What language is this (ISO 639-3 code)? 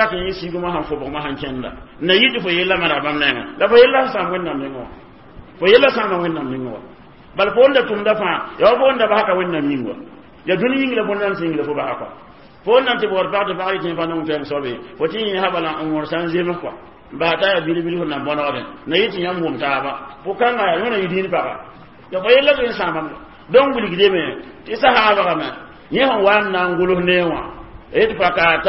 mos